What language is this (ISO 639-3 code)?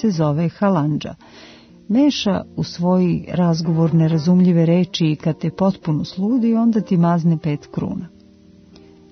srp